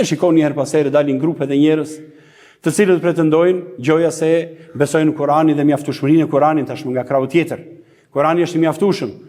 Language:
Albanian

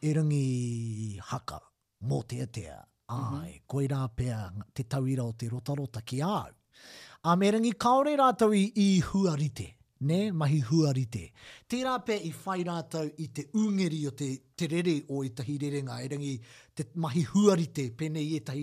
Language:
Māori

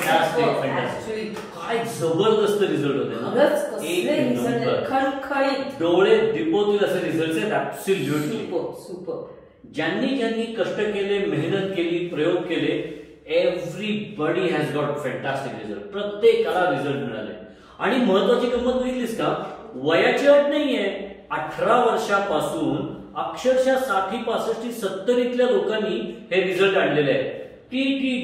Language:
Marathi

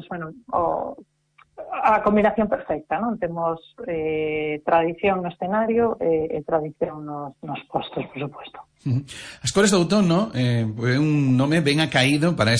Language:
Galician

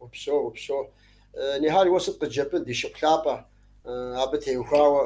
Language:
Kabardian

